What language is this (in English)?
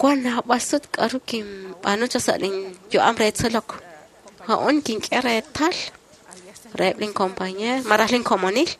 Kekchí